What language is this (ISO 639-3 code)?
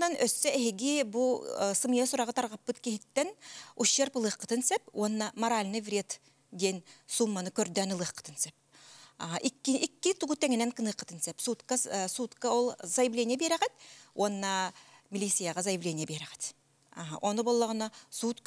sah